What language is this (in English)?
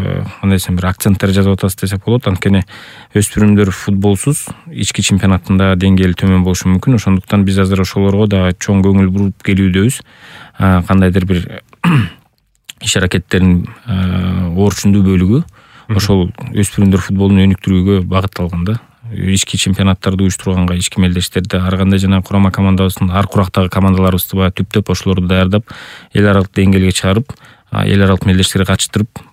Kyrgyz